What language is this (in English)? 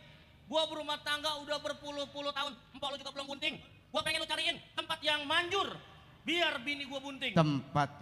Betawi